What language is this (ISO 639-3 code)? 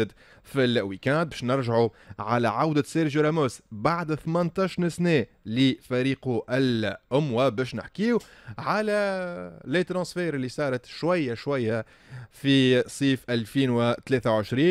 aeb